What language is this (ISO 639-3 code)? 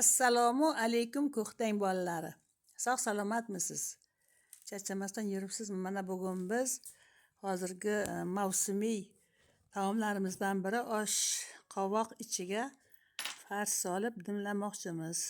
uzb